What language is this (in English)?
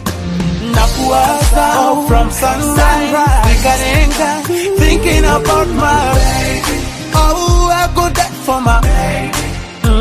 Kinyarwanda